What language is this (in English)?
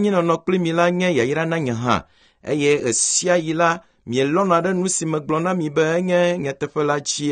Ewe